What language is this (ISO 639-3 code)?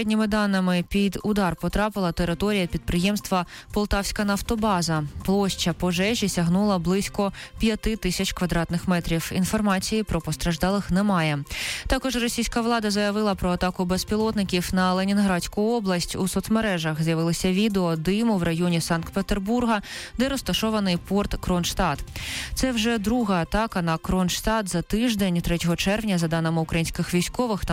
ukr